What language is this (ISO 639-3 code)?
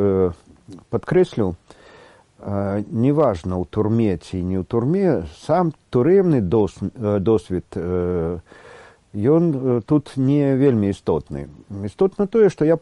bel